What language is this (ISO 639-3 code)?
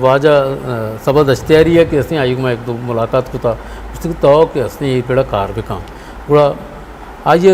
bgp